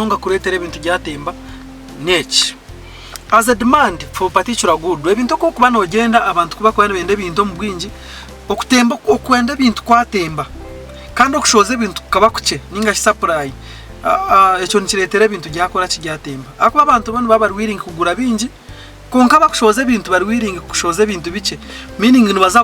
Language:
Nyankole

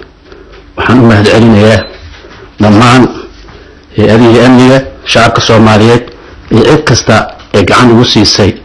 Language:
Somali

